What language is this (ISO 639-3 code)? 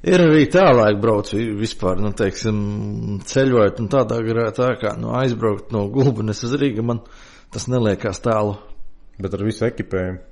lav